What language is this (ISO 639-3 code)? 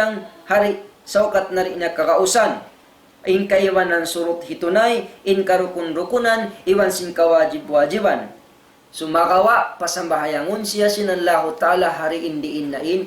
tsg